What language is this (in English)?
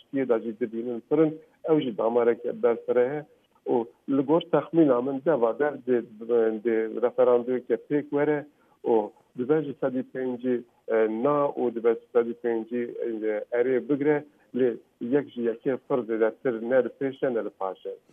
Kurdish